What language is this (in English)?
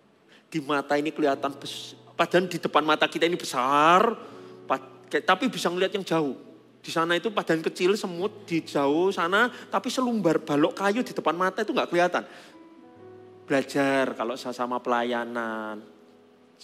Indonesian